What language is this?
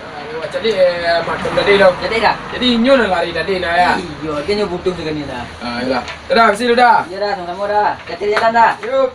Minangkabau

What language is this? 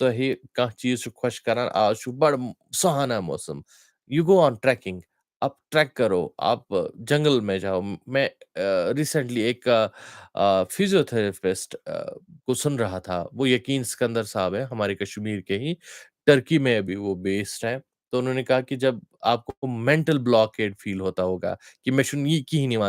Kashmiri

